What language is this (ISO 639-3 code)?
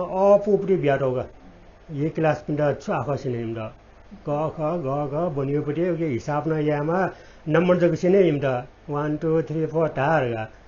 new